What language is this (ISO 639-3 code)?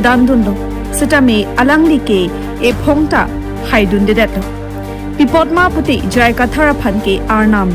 mjw